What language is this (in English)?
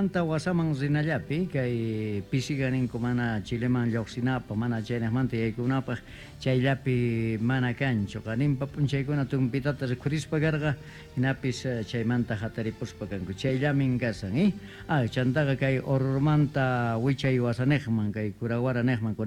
Quechua